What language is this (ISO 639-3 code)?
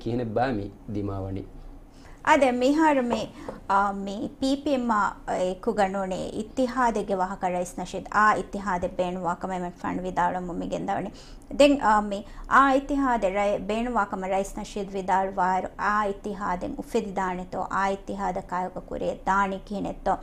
div